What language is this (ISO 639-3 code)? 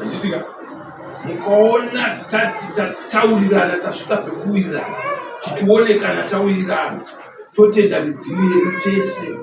sna